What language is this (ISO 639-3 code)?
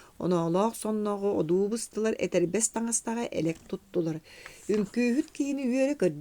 sah